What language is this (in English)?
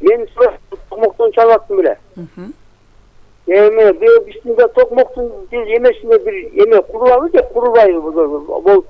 Kyrgyz